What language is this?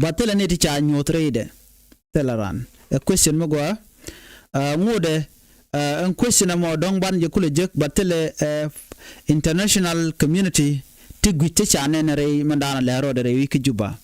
Nuer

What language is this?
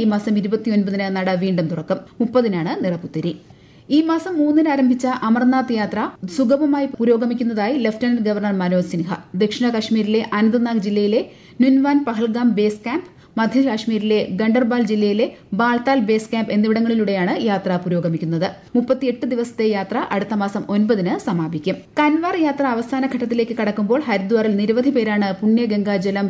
Malayalam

